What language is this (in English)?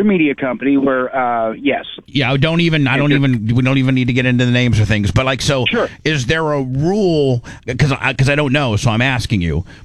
English